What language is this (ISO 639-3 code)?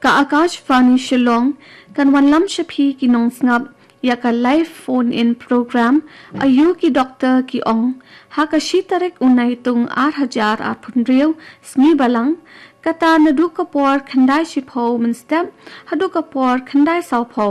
kha